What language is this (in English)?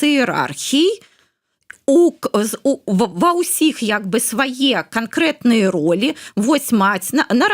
Belarusian